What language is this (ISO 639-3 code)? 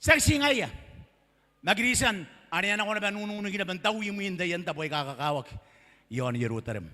gil